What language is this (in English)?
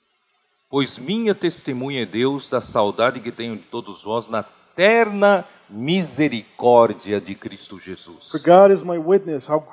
Portuguese